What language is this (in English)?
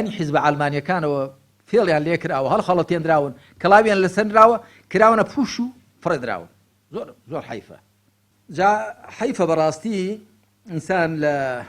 Central Kurdish